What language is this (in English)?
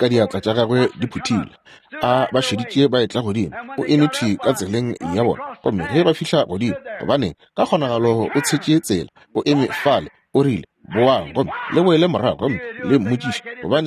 Northern Sotho